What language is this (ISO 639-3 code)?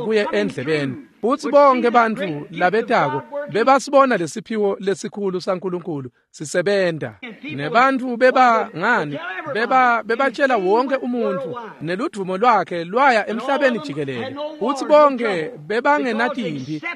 ssw